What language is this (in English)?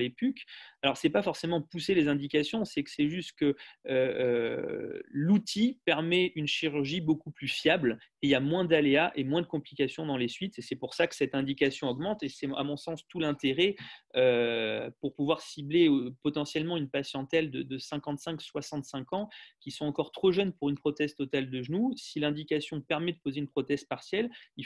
French